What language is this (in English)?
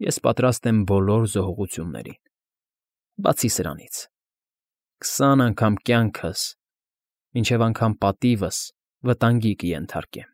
Armenian